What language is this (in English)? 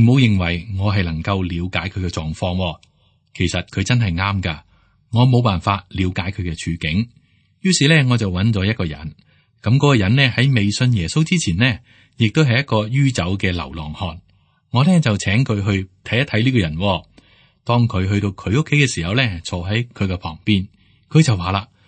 Cantonese